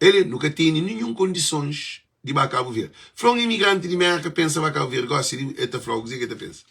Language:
Kabuverdianu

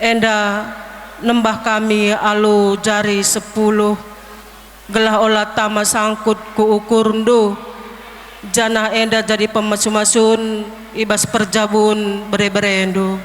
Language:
Batak Karo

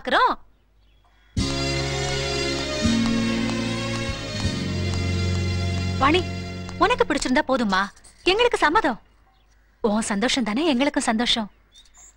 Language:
Tamil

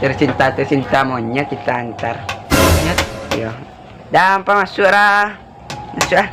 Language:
Minangkabau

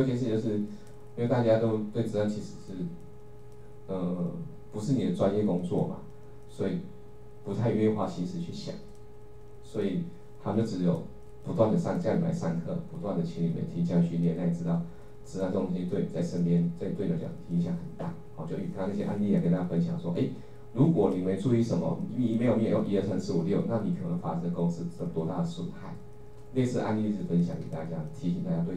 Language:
Chinese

